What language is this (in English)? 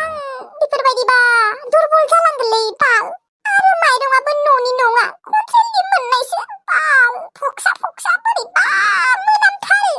Bodo